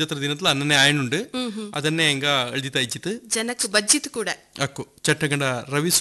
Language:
Kannada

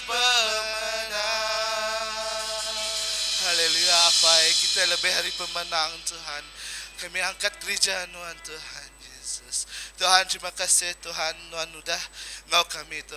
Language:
Iban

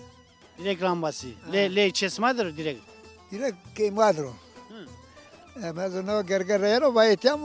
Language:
Zaza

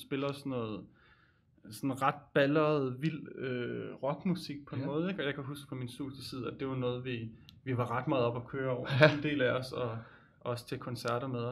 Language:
Danish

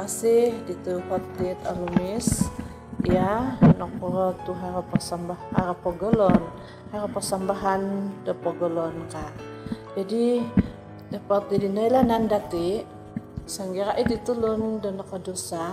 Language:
Central Dusun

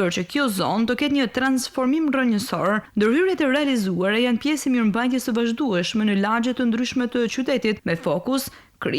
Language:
Albanian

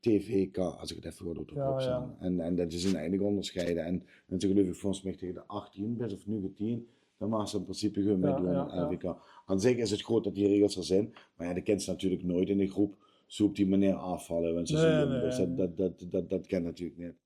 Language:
Limburgish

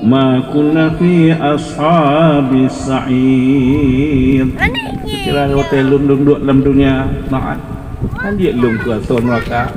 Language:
Achinese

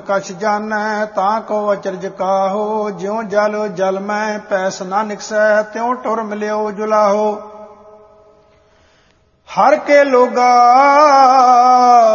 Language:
Punjabi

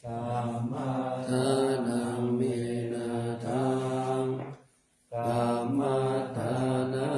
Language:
Pali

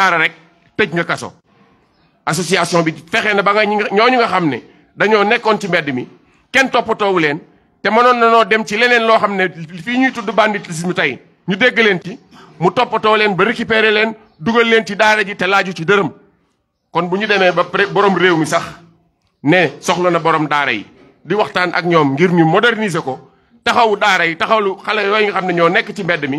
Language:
Wolof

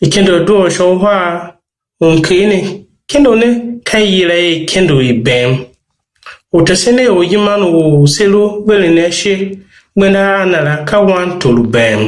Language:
Tiv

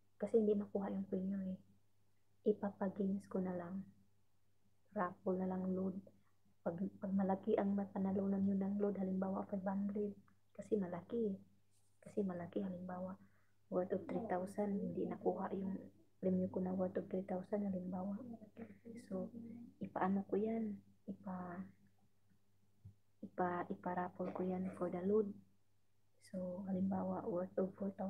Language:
Filipino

